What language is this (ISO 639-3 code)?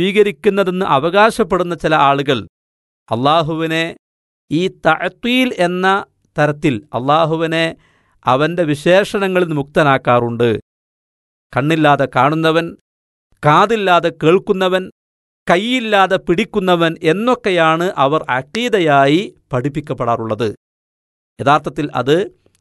mal